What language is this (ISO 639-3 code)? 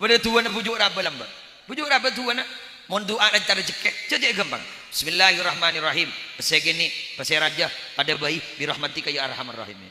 mad